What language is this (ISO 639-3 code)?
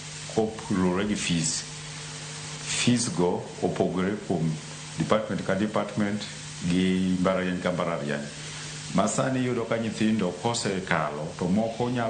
luo